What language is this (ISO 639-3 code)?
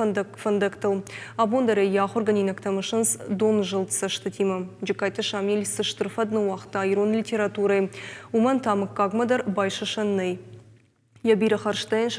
oss